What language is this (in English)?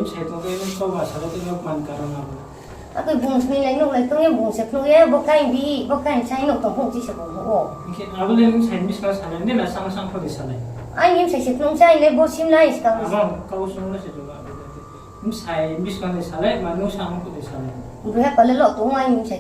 Riang (India)